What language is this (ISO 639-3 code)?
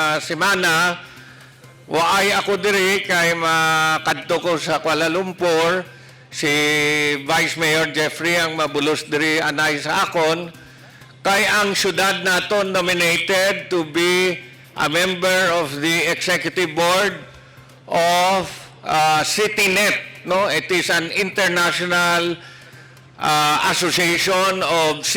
hil